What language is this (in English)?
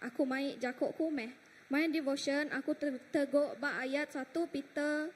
Iban